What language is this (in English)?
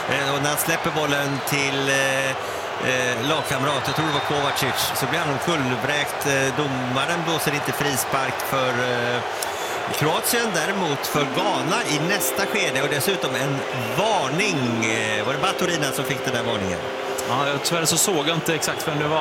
Swedish